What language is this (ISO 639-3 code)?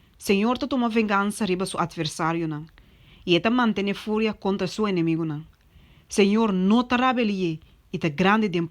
pap